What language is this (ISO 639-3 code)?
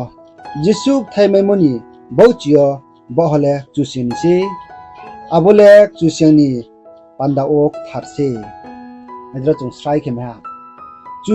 ria